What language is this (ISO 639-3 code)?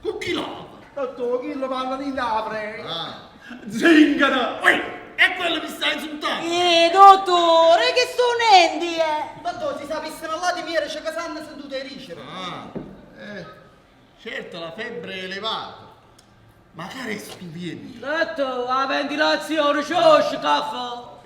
nap